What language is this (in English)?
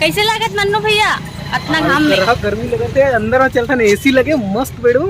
Chhattisgarhi